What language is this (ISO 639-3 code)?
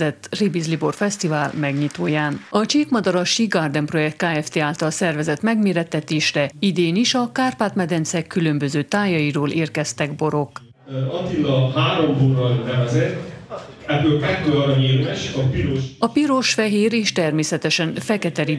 hun